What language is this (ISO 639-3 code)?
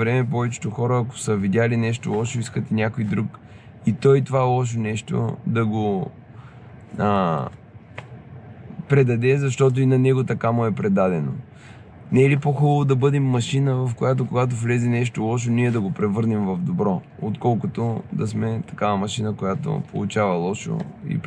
bul